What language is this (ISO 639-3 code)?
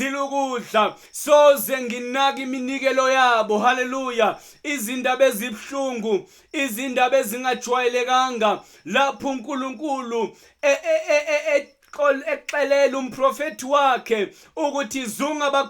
zul